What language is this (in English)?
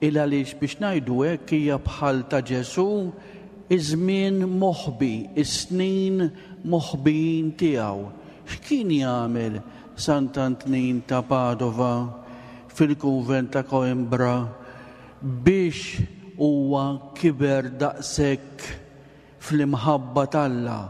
Maltese